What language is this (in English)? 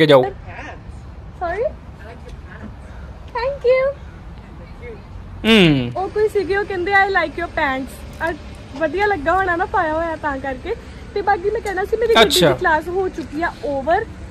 Punjabi